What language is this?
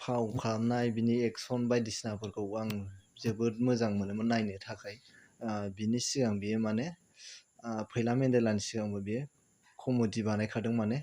Bodo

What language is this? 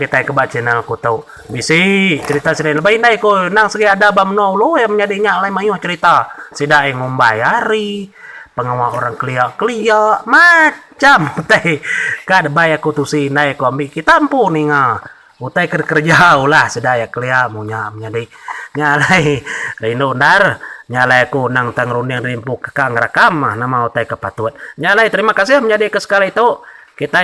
Iban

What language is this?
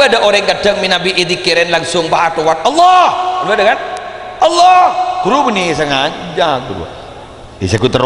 Madurese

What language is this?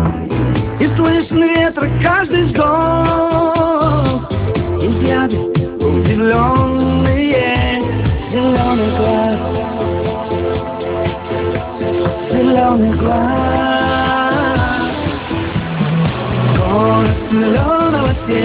Russian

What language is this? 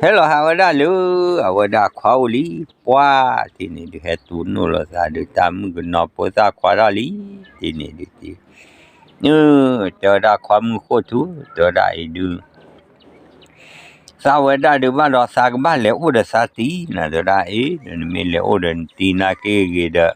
S'gaw Karen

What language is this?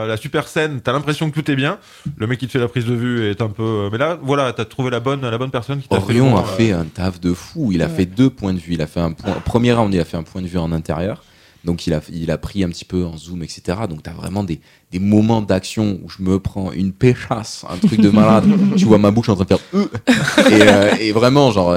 French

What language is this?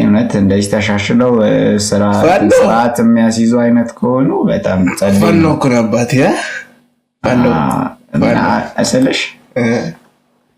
Amharic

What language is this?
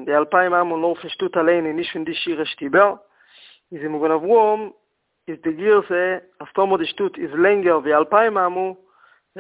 Yiddish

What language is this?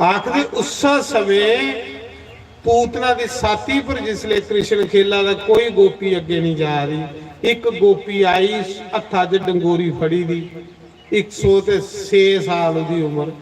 Dogri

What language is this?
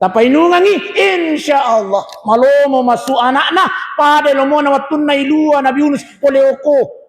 Buginese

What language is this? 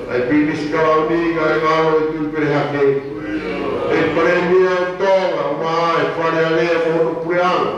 Tongan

